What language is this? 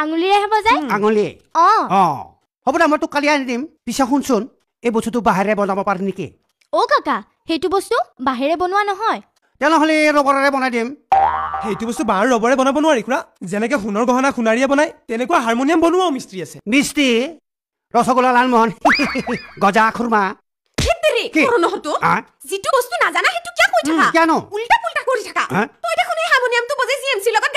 Assamese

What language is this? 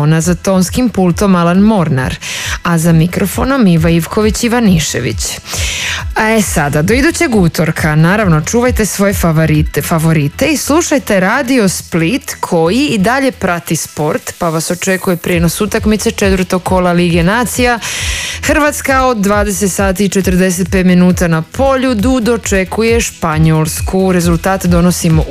Croatian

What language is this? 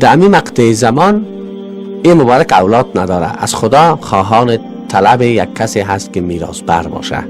Persian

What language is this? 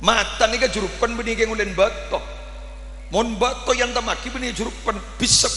Madurese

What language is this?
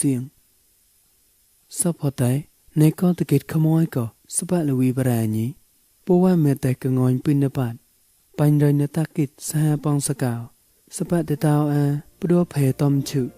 Mon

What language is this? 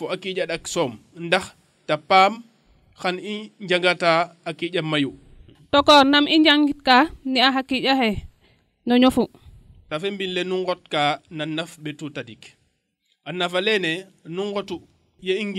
Serer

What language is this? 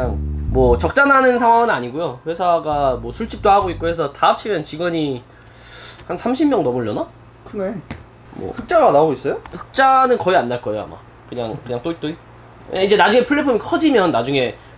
Korean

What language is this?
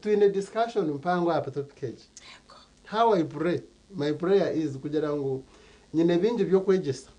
Nyankole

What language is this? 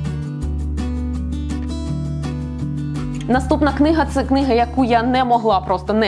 Ukrainian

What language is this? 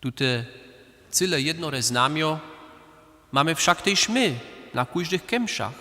Upper Sorbian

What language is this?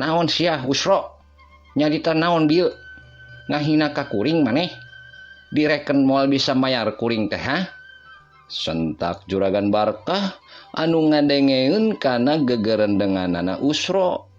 Sundanese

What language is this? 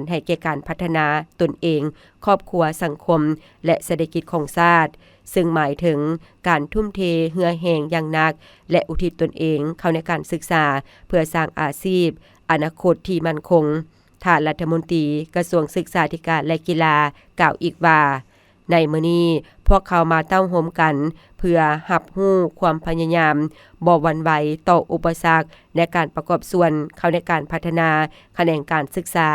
Lao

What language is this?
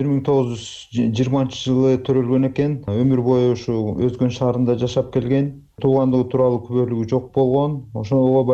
Kyrgyz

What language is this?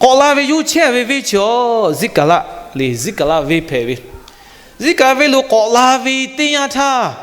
Lahu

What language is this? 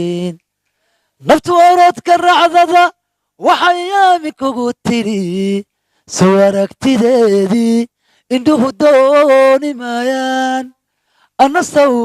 Somali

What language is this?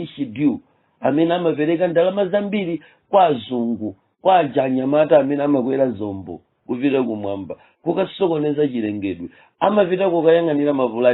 Nyanja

